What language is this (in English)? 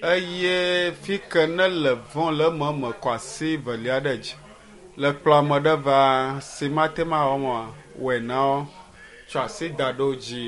Ewe